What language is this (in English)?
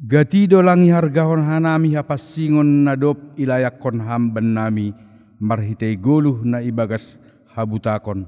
Batak Simalungun